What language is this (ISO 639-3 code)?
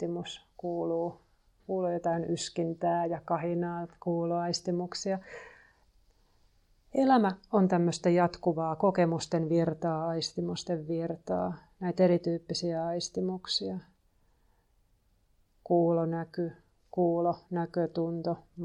fin